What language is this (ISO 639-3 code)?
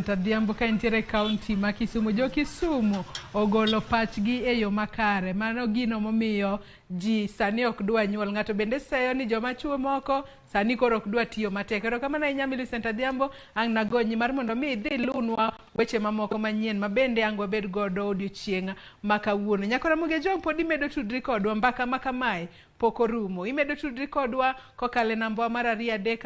luo